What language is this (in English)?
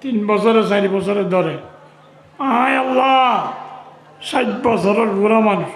Rohingya